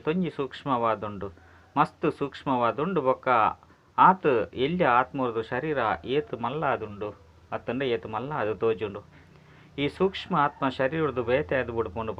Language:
Tulu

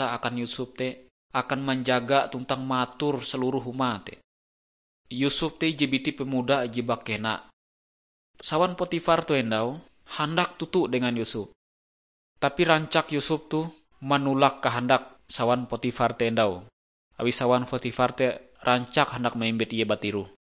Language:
Ngaju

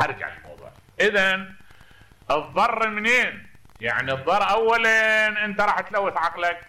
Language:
Mesopotamian Arabic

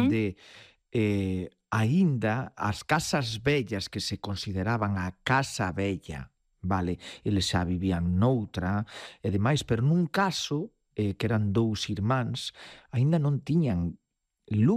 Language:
Galician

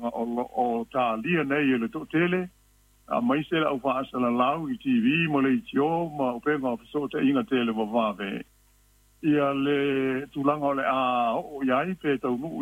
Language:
Samoan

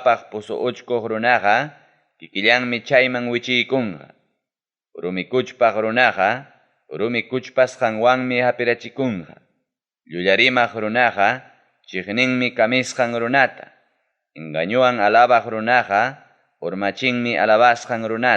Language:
Ayacucho Quechua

